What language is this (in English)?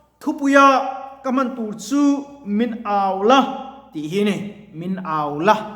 Mizo